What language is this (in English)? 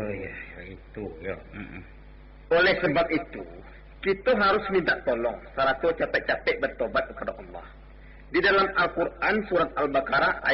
Minangkabau